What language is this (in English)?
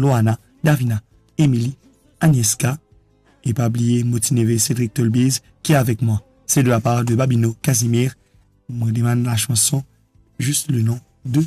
Morisyen